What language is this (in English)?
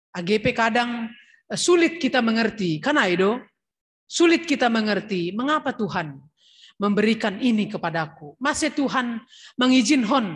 Batak Simalungun